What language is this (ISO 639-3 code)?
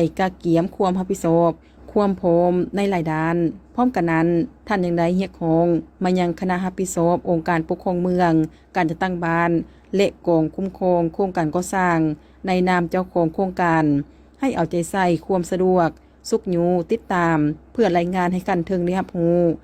lao